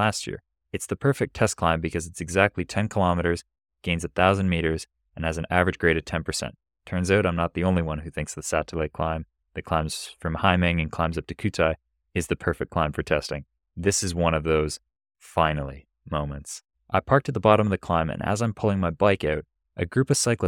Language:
English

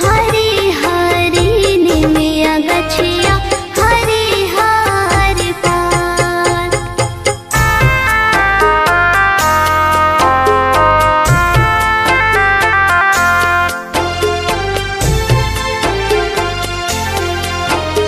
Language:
Bhojpuri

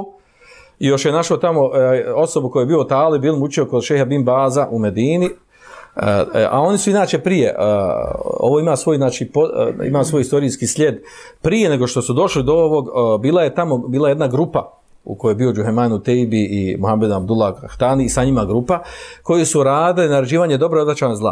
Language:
Bosnian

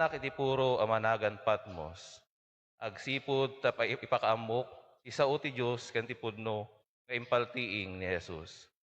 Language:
Iloko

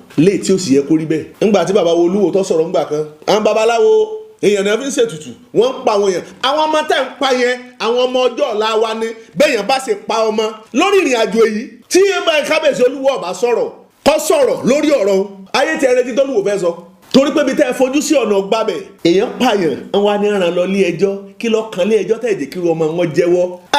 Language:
Yoruba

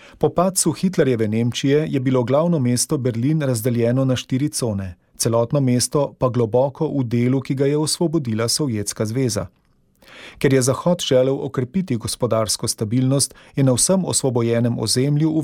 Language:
Slovenian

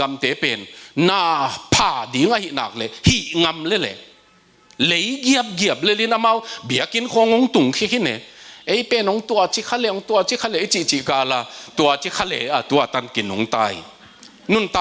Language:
Tedim Chin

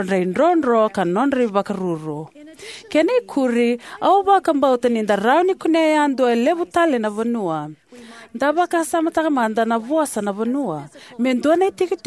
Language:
Fijian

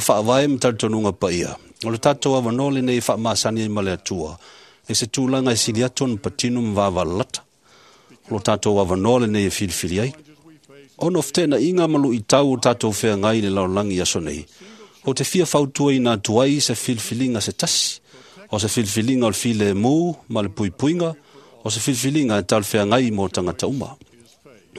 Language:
Samoan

